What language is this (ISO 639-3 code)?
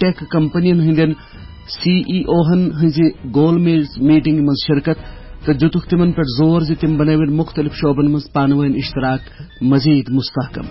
kas